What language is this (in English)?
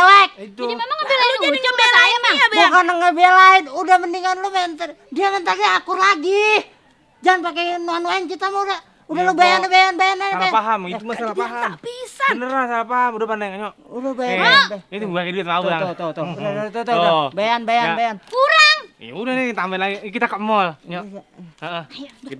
Betawi